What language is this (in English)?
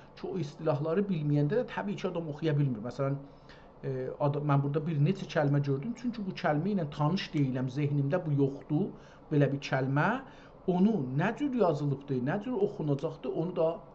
South Azerbaijani